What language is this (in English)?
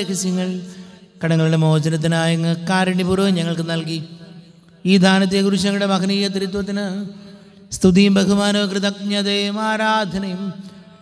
Malayalam